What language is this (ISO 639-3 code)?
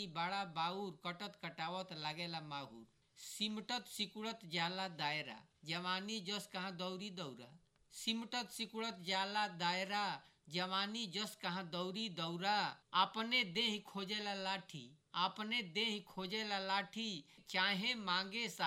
bho